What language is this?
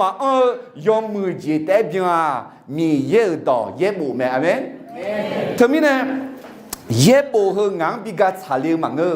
Akha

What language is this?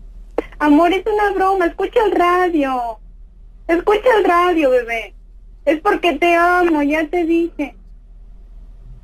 Spanish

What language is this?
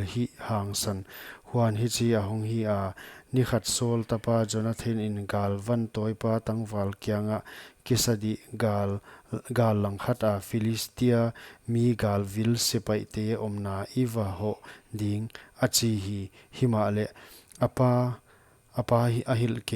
Paite Chin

